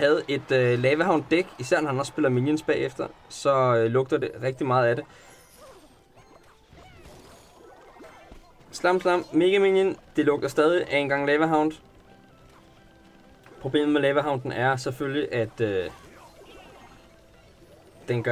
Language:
Danish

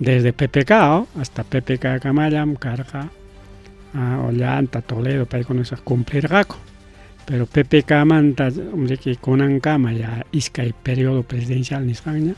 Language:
Ayacucho Quechua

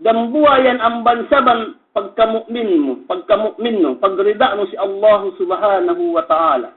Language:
Yakan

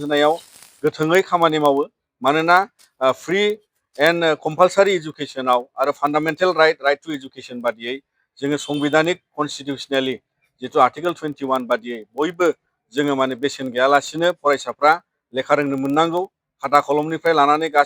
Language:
Bodo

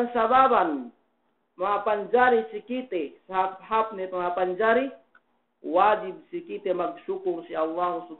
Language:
Yakan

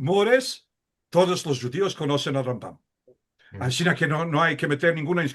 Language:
Ladino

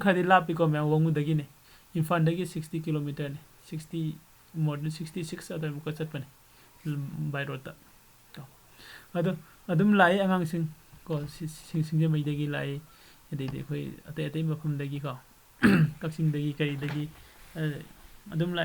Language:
Manipuri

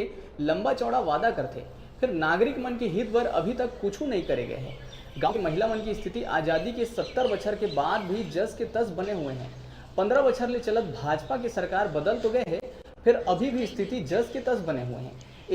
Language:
Chhattisgarhi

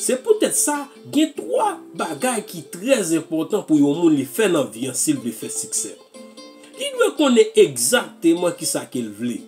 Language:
Haitian Creole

